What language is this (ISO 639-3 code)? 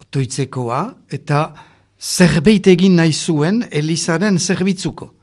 eus